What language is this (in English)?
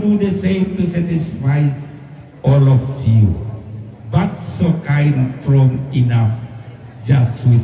Toraja-Sa'dan